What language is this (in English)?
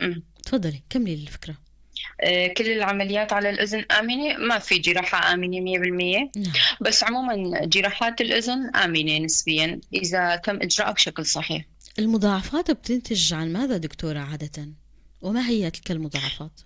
North Levantine Arabic